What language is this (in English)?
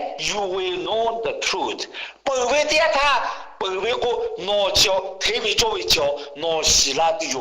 Lahu